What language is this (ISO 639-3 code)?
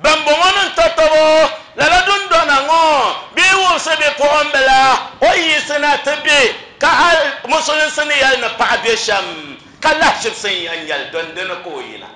dag